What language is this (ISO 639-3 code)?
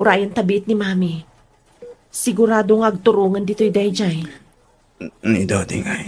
ilo